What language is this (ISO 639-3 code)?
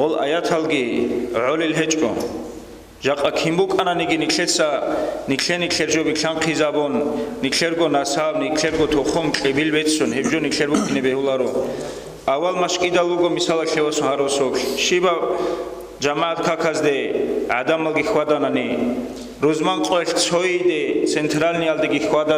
ava